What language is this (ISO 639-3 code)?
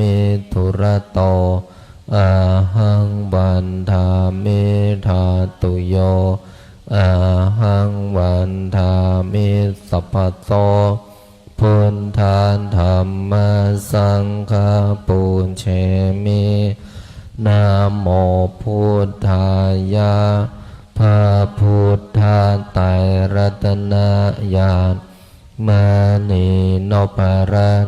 pli